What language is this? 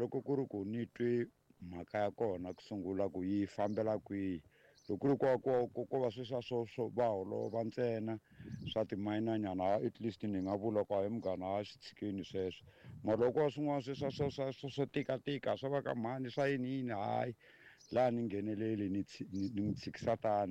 Tsonga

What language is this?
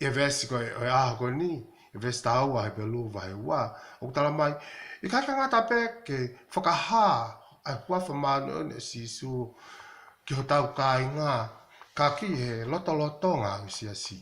Tongan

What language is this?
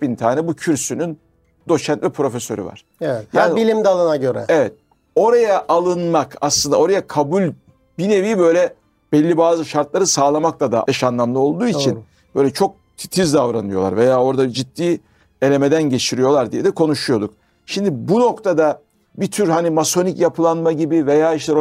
Turkish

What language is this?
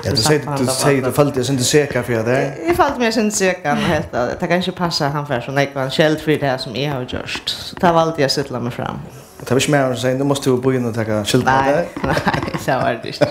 Faroese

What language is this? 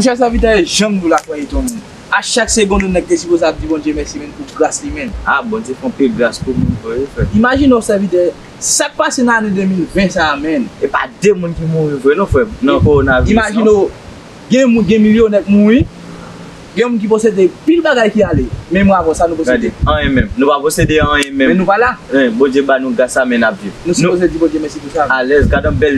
Haitian Creole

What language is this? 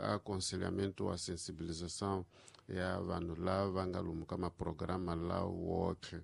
Tsonga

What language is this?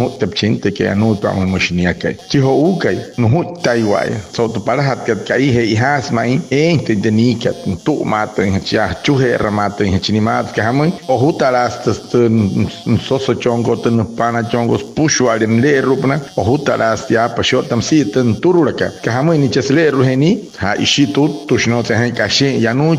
Wayuu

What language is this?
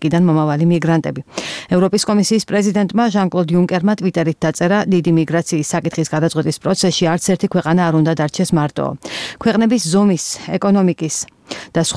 Georgian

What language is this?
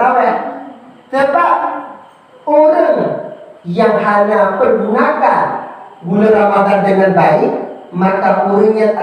Achinese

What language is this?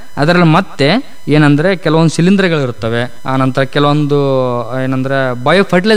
Kannada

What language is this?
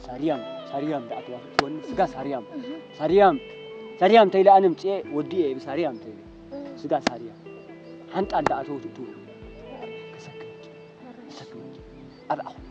Tigrinya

